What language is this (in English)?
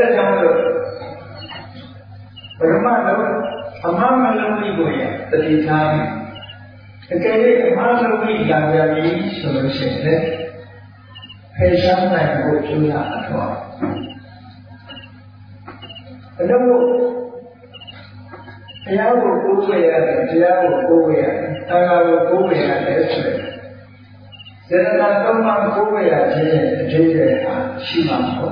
Burmese